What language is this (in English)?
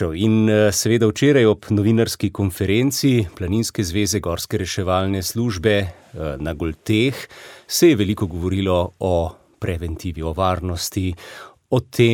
Slovenian